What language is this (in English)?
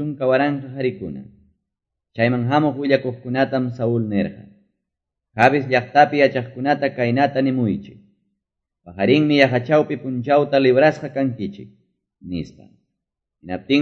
Quechua